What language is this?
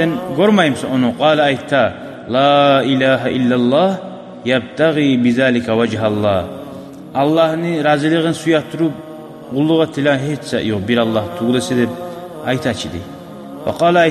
Kumyk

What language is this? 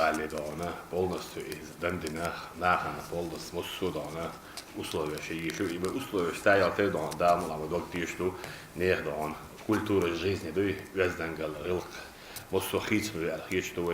Chechen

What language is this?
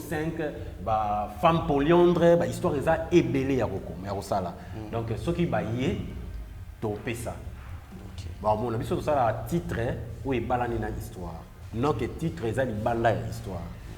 Lingala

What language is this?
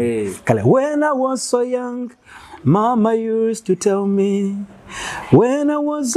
Nyoro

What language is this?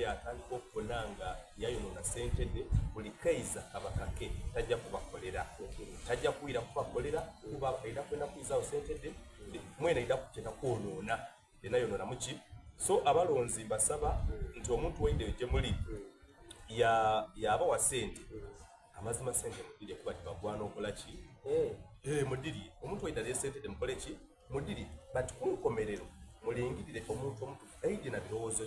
Soga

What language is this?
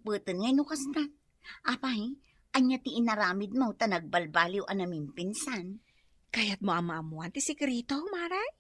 Iloko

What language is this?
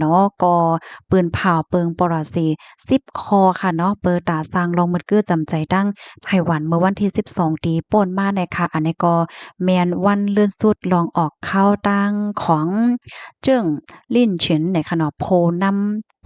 Shan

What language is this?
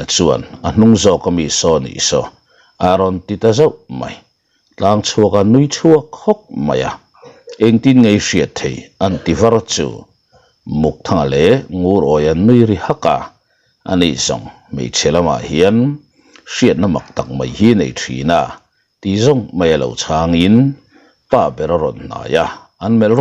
Mizo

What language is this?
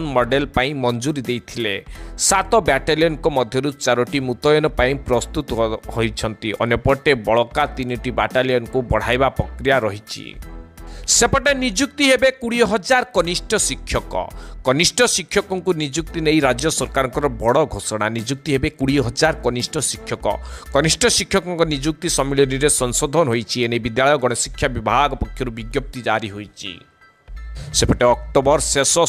Odia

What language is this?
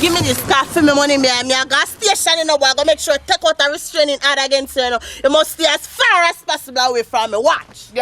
Jamaican Creole English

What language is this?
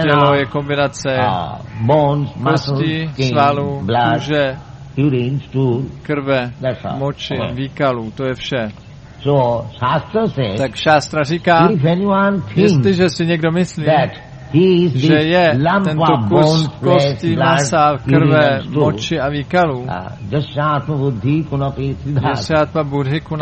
Czech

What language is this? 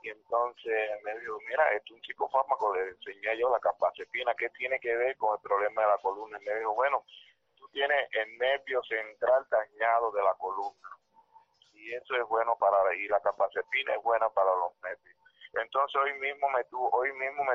Spanish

